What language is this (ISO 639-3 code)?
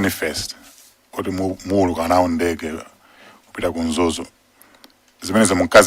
nya